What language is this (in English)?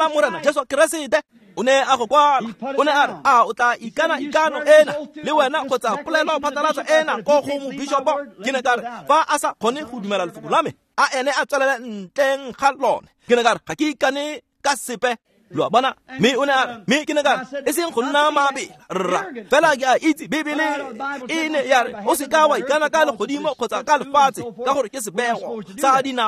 Tswana